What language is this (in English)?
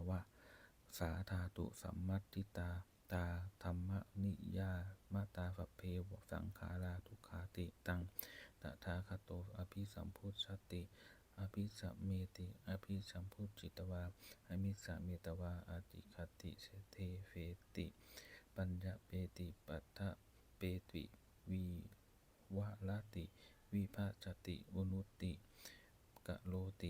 Pali